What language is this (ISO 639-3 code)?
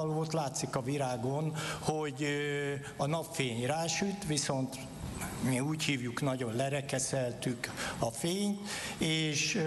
hun